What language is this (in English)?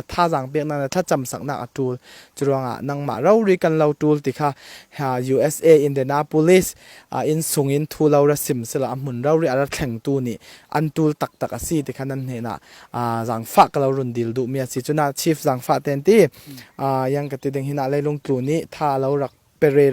Falam Chin